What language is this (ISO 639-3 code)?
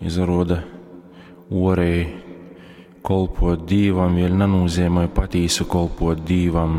ltg